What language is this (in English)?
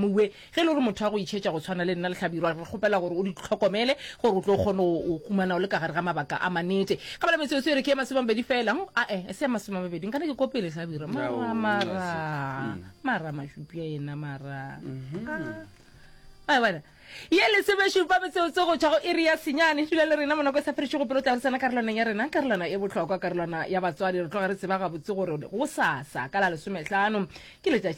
Northern Sotho